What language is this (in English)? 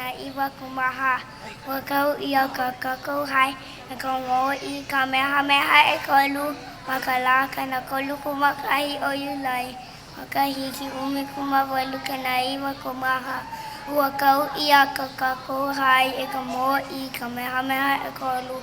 Hawaiian